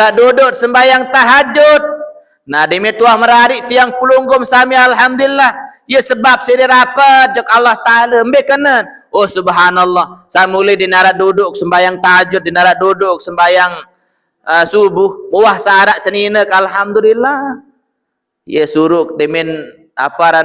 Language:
Sasak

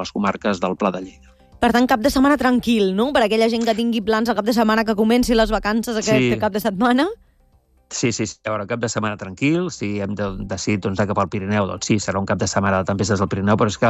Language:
Catalan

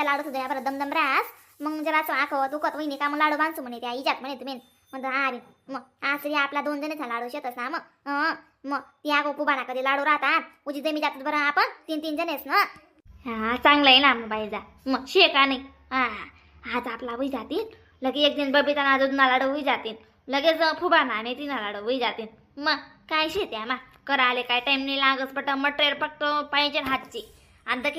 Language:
Khandesi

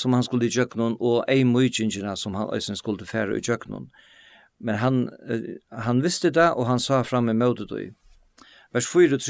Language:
Faroese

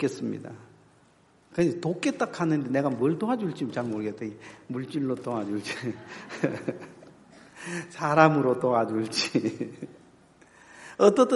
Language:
Korean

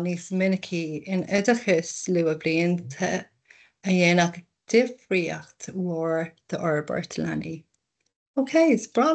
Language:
Irish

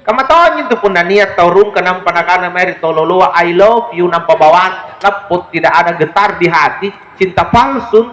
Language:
Makasar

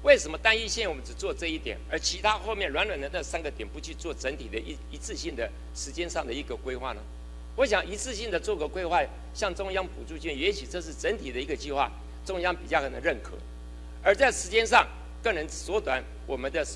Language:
Chinese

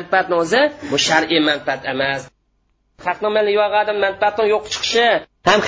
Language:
Uyghur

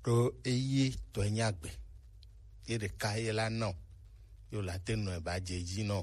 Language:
Gen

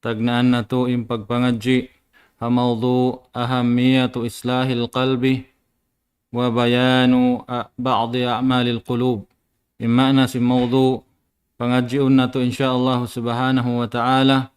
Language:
Tausug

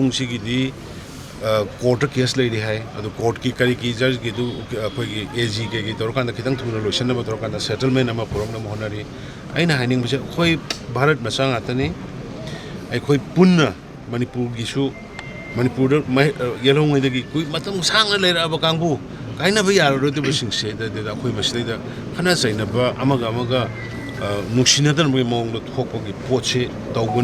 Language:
Manipuri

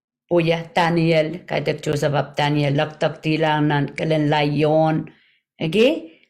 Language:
Pohnpeian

